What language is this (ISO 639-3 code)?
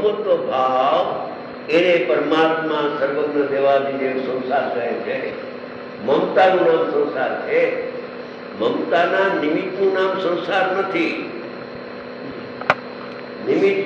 guj